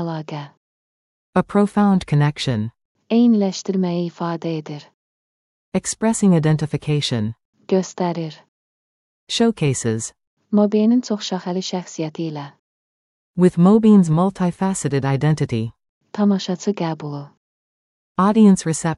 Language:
Azerbaijani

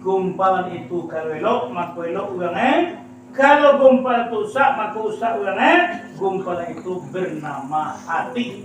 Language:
Minangkabau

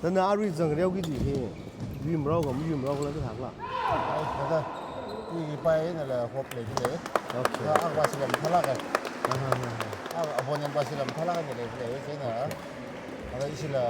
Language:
Tangkhul Naga (India)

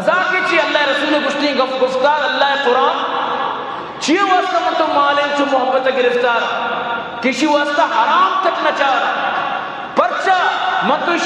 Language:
Eastern Balochi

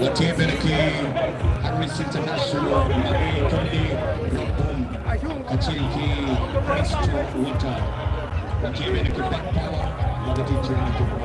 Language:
Lango (Uganda)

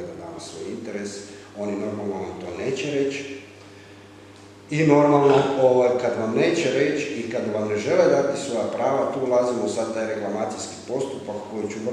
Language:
Croatian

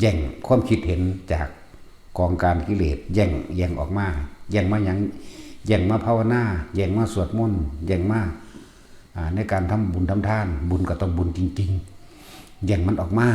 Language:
Northeastern Thai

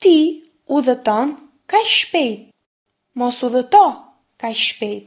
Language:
Albanian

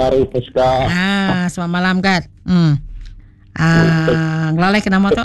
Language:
Iban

